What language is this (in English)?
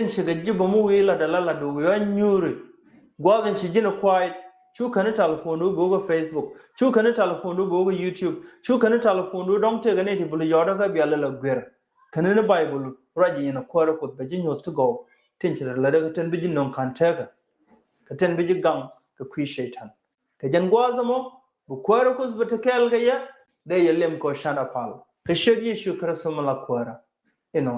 Nuer